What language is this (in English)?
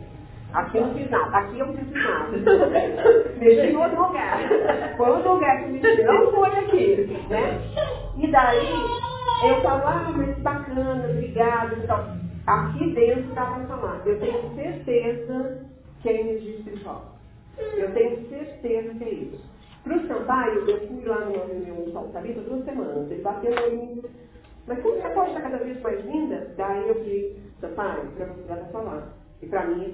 Portuguese